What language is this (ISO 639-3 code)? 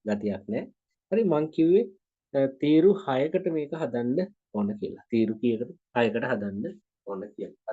sin